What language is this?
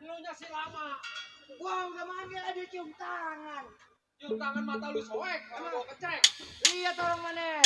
Betawi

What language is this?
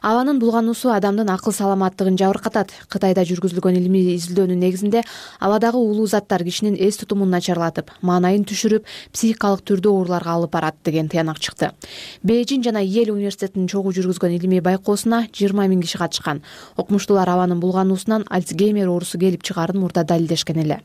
Kyrgyz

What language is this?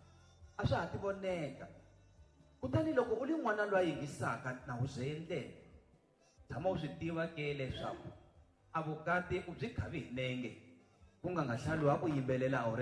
Tsonga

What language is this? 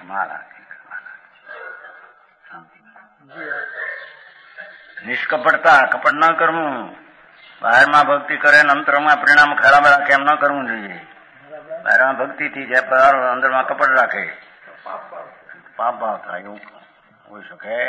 Gujarati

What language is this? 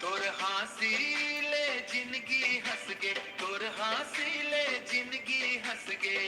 Chhattisgarhi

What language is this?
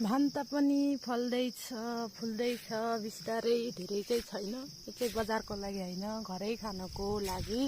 Nepali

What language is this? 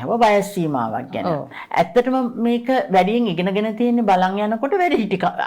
Sinhala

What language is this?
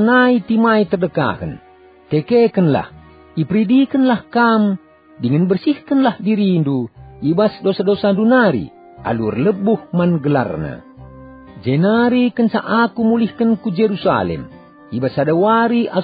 Batak Karo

